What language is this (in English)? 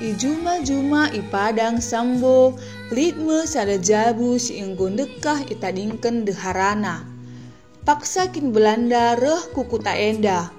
Batak Karo